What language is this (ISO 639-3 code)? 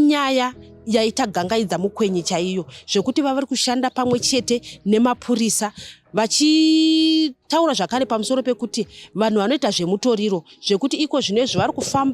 sna